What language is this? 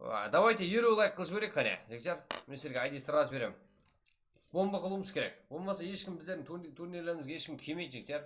Kara-Kalpak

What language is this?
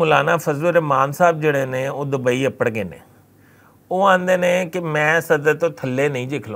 Western Panjabi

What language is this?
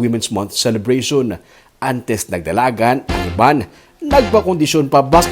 Hiligaynon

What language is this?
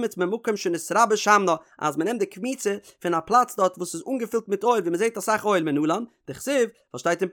Yiddish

